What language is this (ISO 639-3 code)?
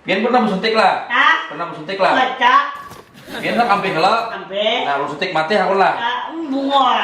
bjn